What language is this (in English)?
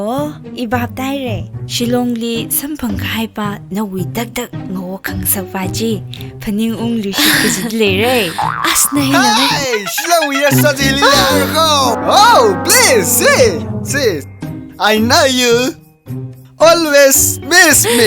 Tangkhul Naga (India)